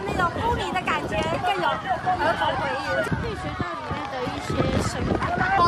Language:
Chinese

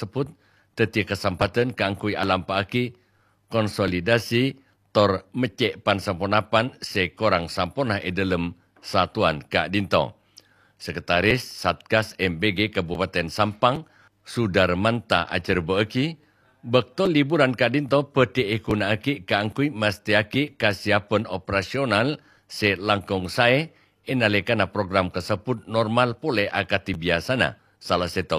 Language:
Madurese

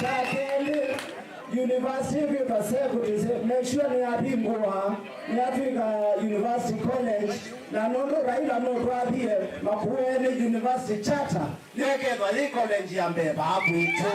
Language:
Kamba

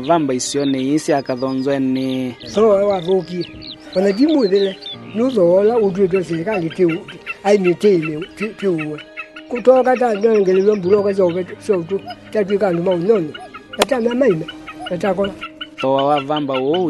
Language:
Kamba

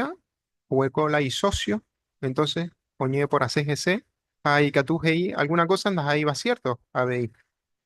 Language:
Guarani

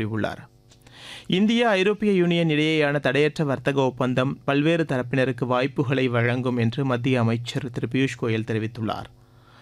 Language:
Tamil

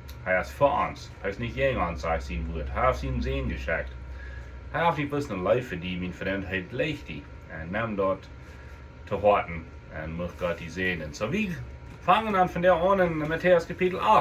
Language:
Plautdietsch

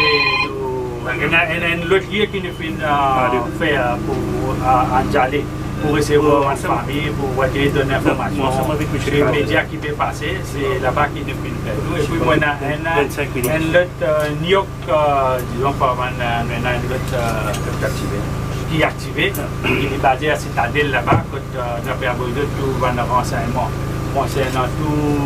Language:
Morisyen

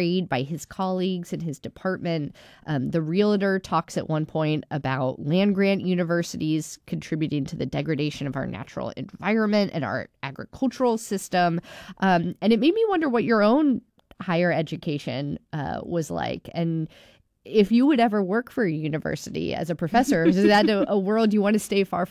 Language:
English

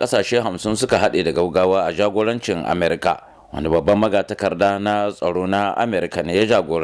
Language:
Hausa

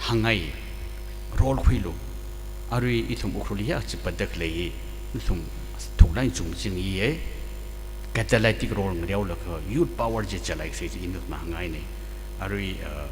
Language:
Tangkhul Naga (India)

